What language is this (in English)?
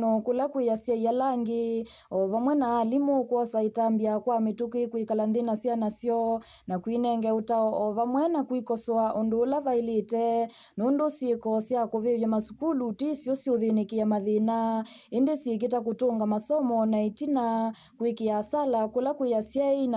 Kamba